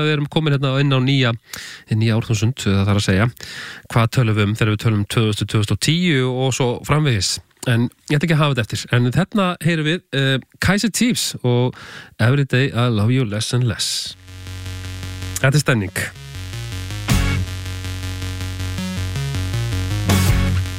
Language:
Icelandic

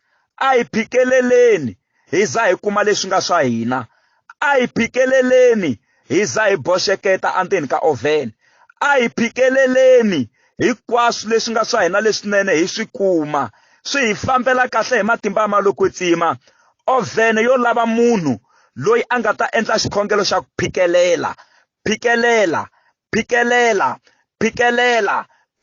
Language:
Tsonga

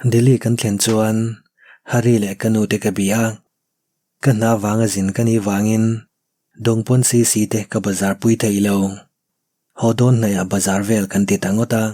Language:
Mizo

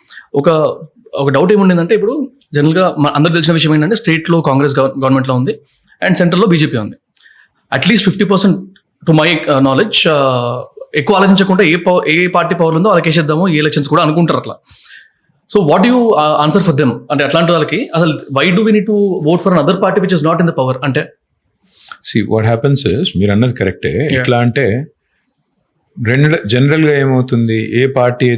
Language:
Telugu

